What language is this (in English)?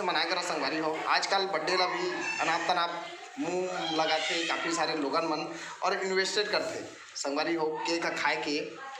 Chhattisgarhi